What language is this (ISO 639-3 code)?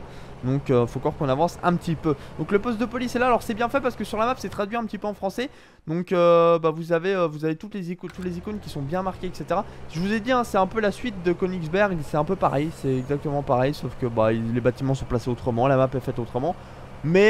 fra